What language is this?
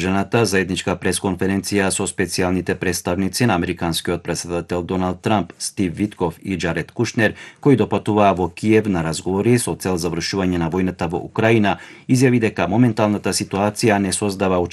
Macedonian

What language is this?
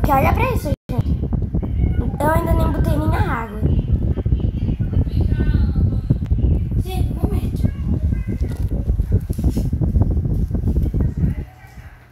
Portuguese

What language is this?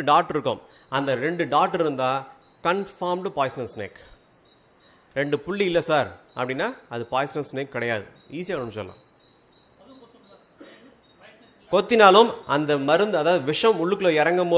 Tamil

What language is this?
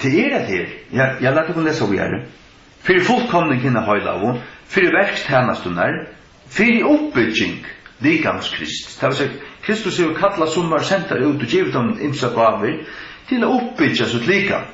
Faroese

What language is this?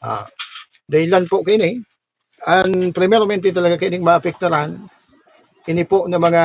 Bikol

